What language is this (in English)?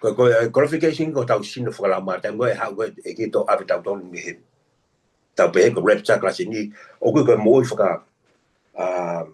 Tongan